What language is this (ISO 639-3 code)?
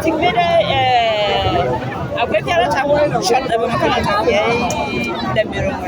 bom